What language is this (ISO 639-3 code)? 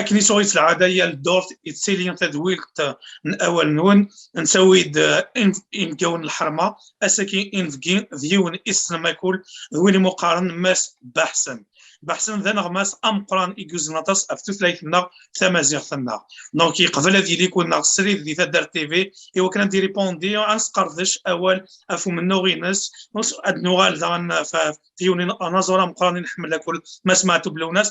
kab